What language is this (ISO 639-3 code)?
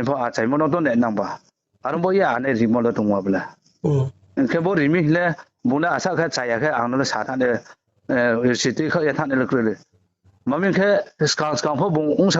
ria